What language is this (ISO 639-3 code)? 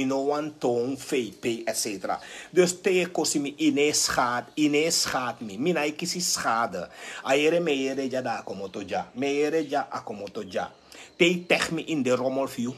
srn